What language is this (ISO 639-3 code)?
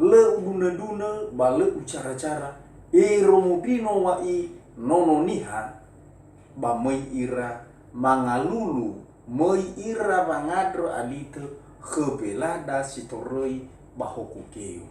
nia